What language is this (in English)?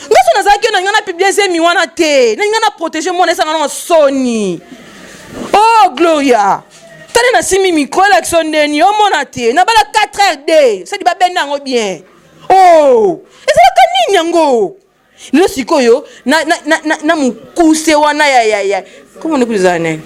Lingala